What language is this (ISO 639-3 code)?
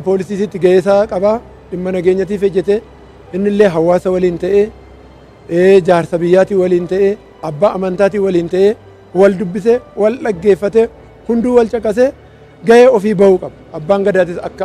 orm